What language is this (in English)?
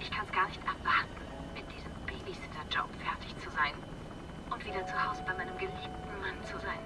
Bavarian